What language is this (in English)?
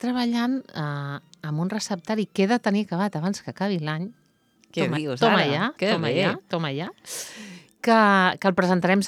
Catalan